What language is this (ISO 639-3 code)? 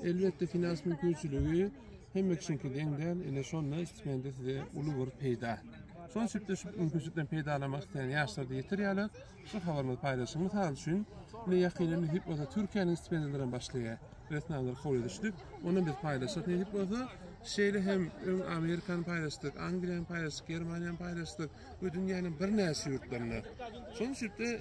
tuk